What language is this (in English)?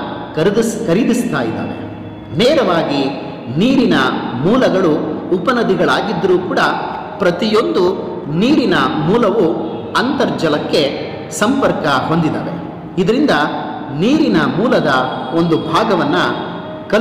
Kannada